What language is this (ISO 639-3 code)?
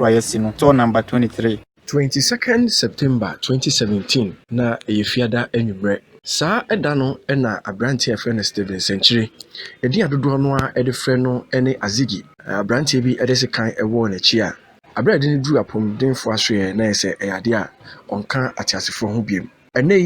aka